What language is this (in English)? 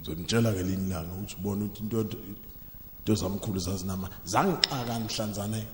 Zulu